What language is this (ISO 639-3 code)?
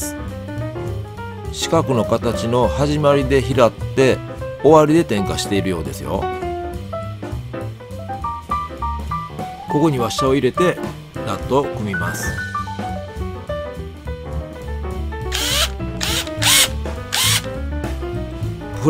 jpn